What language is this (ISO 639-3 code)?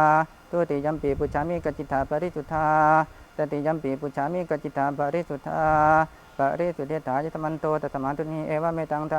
pli